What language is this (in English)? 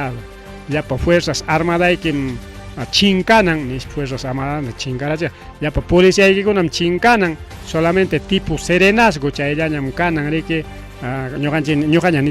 Ayacucho Quechua